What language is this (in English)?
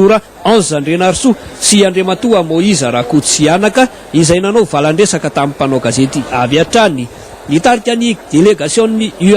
Malagasy